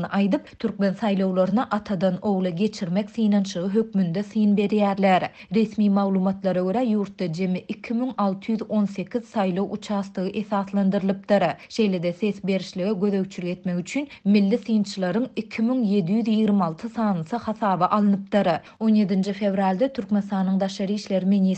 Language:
Turkmen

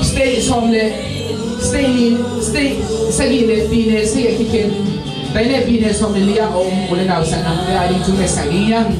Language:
Tedim Chin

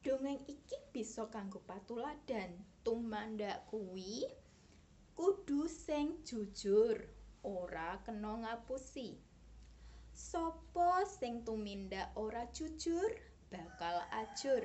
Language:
Javanese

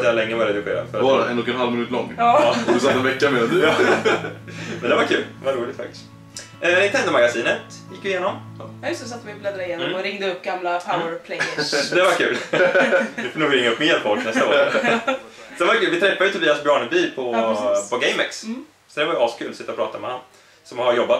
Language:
Swedish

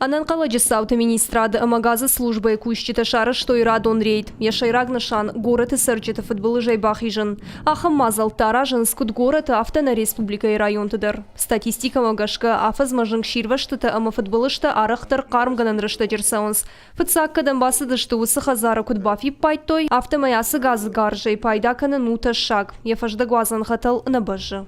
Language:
Ossetic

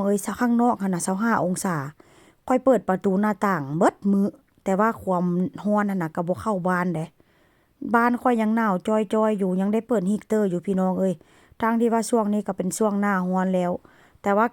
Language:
Northeastern Thai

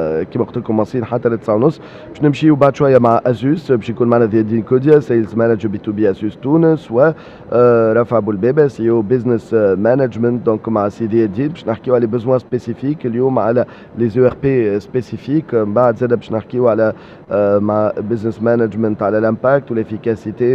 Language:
Tunisian Arabic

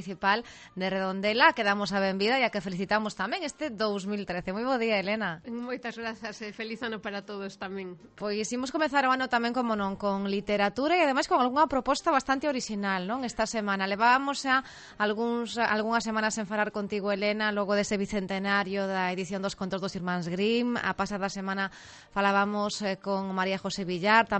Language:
Galician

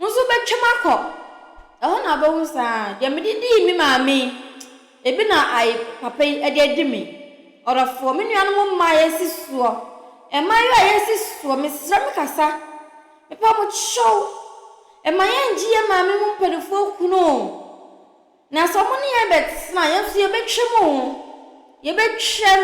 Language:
Akan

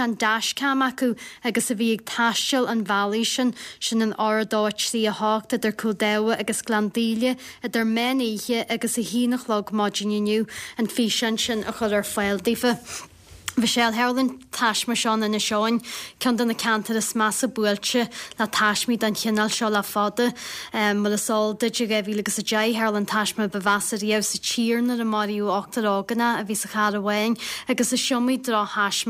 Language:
Irish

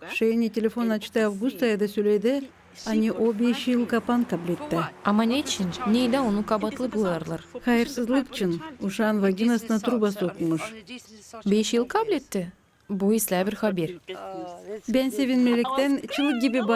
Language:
Gagauz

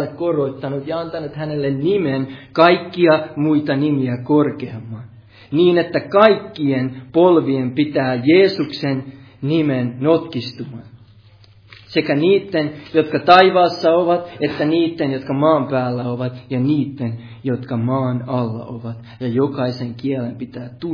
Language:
Finnish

